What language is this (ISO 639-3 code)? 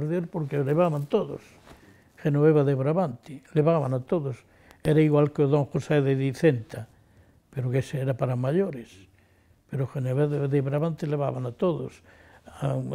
glg